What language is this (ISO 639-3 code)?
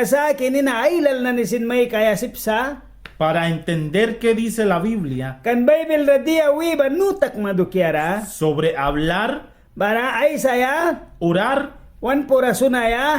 miq